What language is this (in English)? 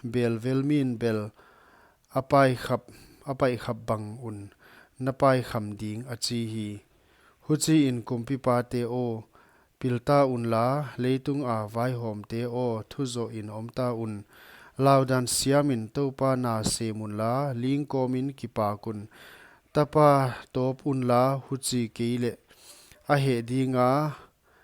Paite Chin